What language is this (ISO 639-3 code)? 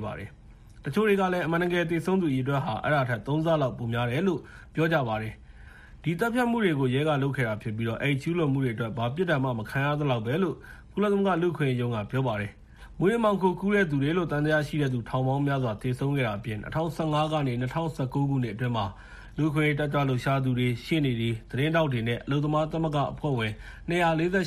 mya